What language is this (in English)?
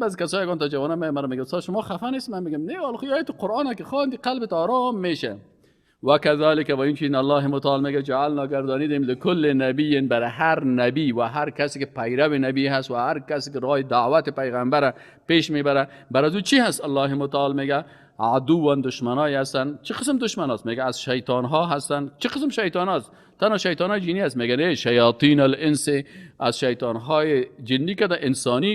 Persian